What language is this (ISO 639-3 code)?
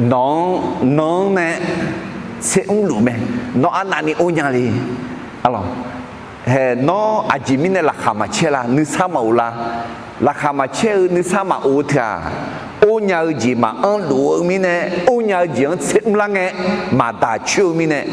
ahk